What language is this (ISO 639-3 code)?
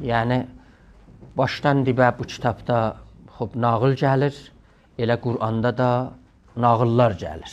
azb